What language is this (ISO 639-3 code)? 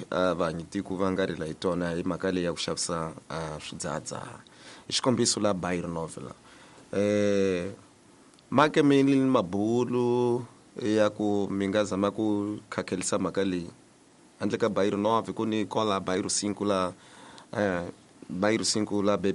tso